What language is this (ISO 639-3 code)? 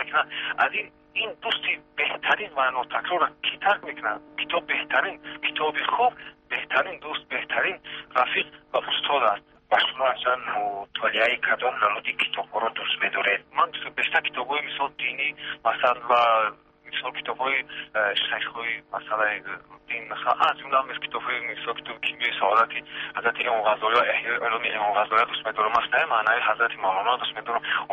tgk